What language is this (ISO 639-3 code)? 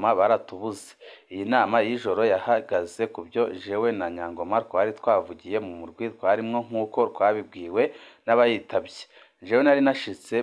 run